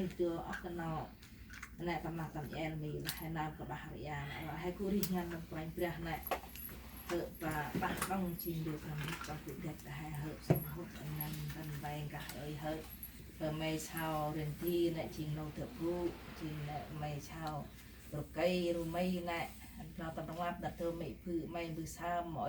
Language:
Central Mnong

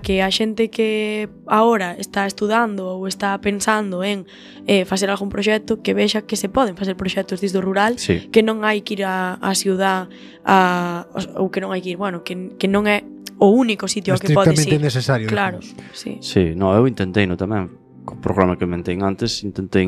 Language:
Galician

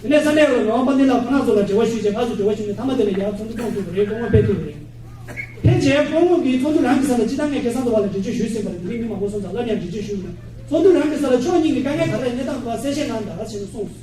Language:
Tibetan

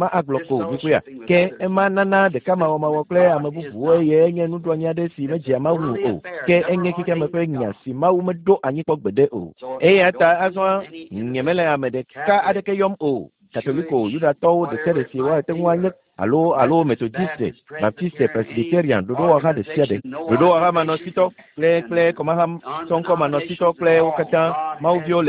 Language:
Ewe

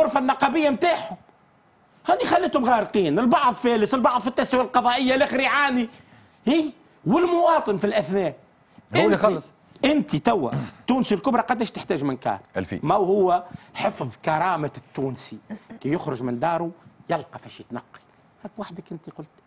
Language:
Tunisian Arabic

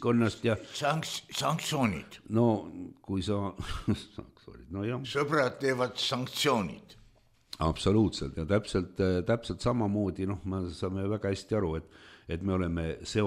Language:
Estonian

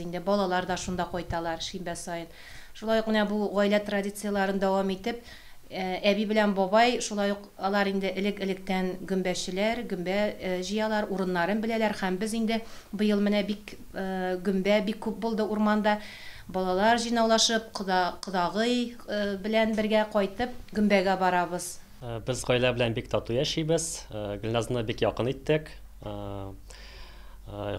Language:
Tatar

